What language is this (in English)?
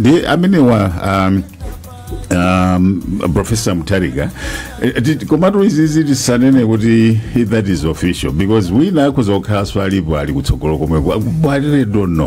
Nyanja